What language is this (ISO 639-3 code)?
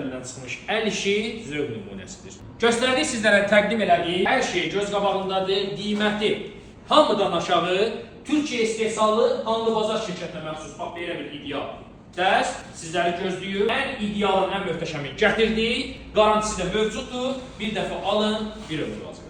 aze